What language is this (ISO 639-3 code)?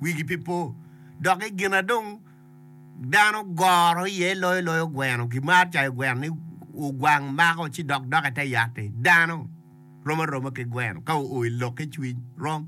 ach